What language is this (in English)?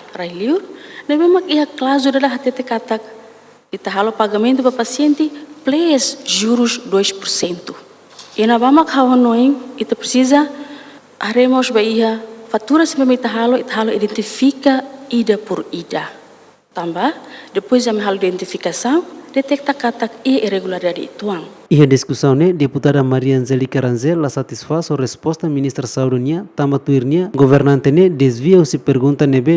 Tetum